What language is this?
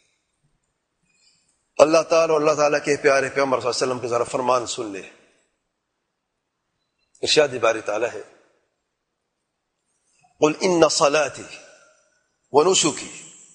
Urdu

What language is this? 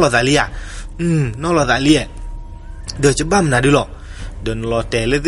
S'gaw Karen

